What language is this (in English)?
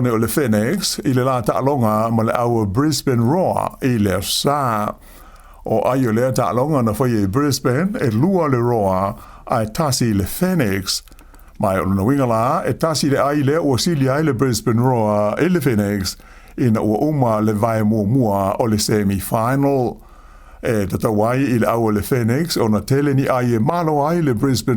Samoan